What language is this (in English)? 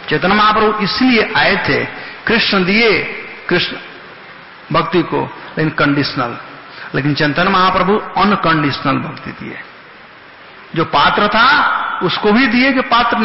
Hindi